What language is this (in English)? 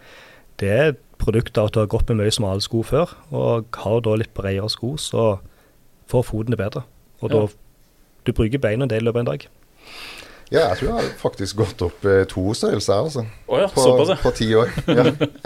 Norwegian